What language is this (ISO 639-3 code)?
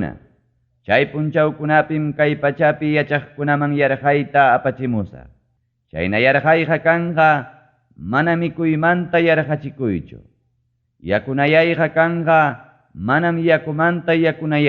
quy